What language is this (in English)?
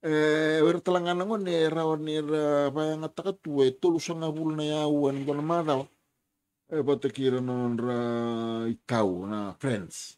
Fijian